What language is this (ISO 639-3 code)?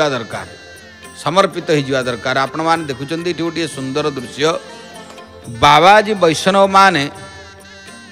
ori